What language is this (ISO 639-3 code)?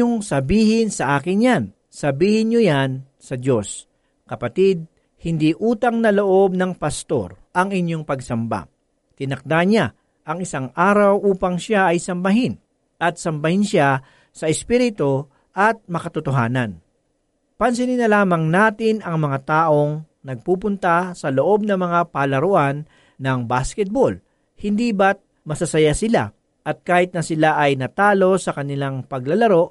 fil